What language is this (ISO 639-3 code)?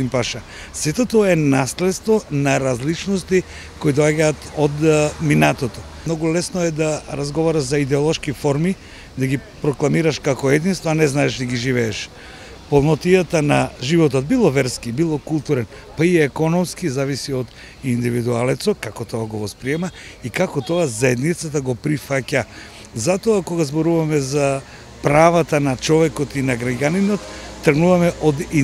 mkd